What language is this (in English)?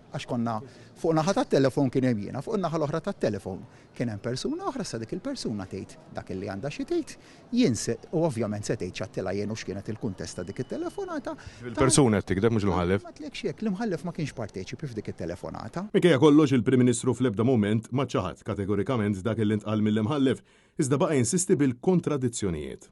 Maltese